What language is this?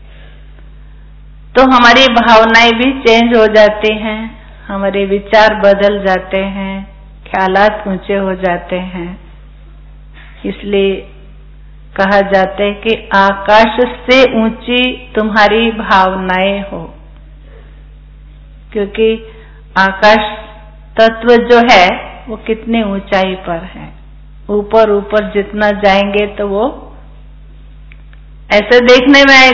Hindi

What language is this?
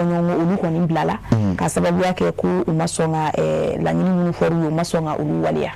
Bambara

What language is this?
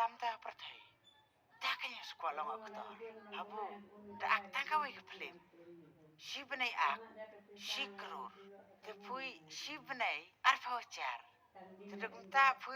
Khasi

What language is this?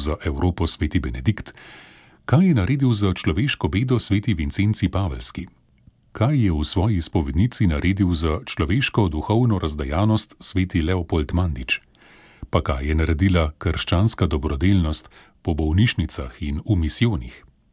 Slovenian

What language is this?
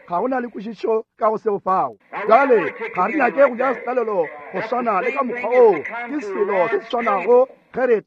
Northern Sotho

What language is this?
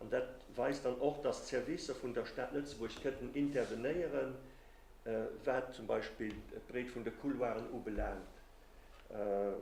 Luxembourgish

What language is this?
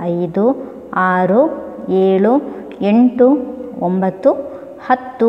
Kannada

